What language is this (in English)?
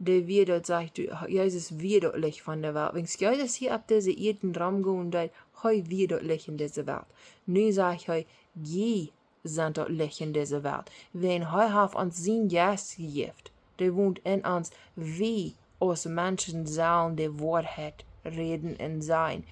Plautdietsch